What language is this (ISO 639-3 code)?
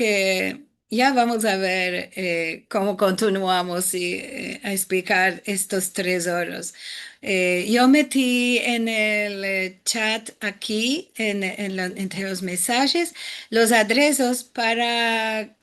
lad